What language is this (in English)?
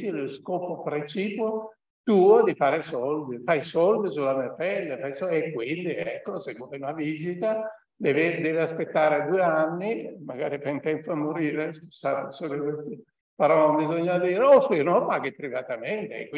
Italian